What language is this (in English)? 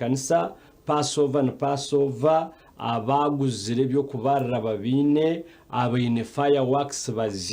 Nyankole